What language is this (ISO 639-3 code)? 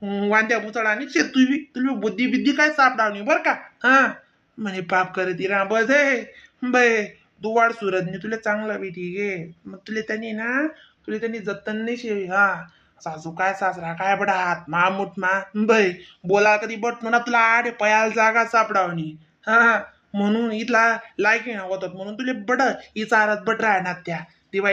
khn